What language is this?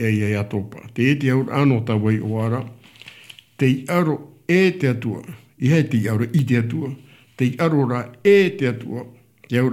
Tahitian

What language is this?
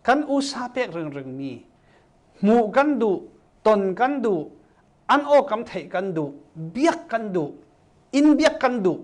Falam Chin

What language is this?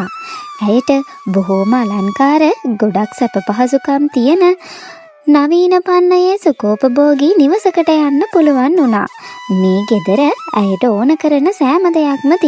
Sinhala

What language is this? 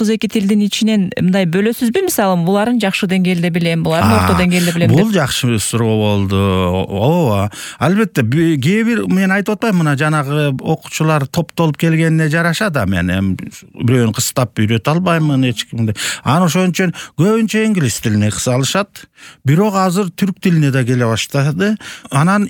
Kyrgyz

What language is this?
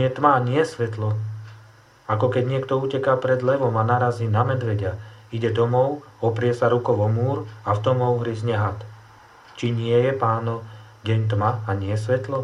Slovak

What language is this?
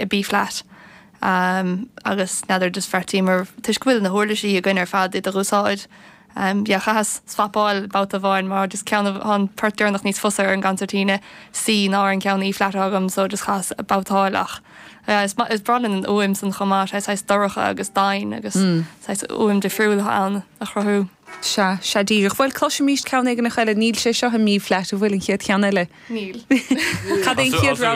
Irish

